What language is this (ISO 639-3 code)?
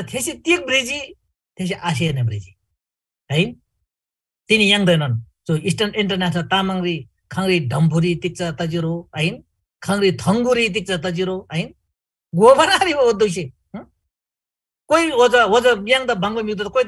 taj